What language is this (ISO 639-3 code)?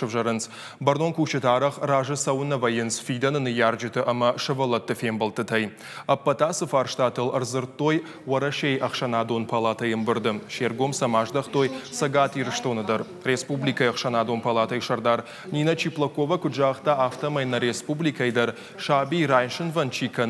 oss